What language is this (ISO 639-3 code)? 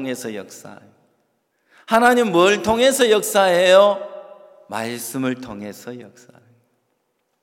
kor